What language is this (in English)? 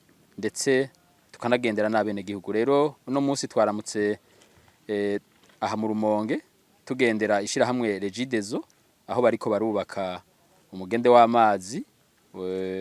Rundi